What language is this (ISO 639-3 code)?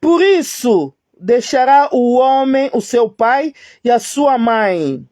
lin